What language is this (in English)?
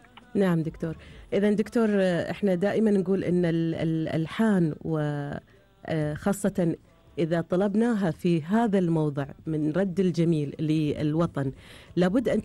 Gulf Arabic